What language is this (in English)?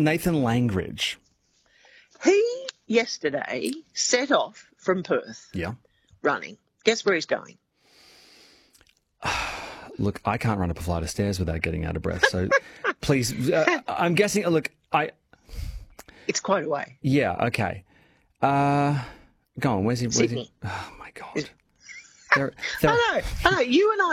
English